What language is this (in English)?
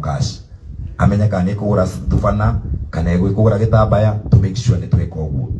Kikuyu